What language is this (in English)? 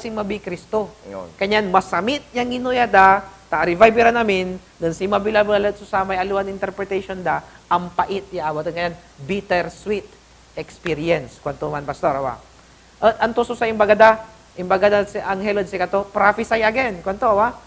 Pangasinan